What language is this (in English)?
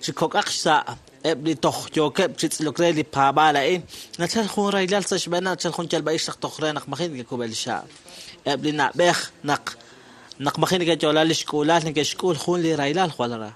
Kekchí